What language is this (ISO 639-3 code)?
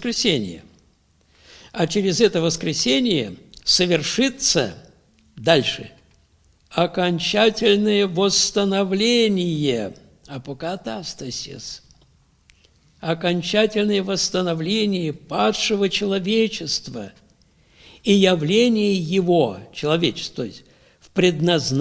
rus